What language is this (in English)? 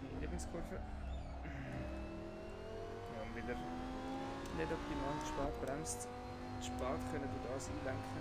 Swiss German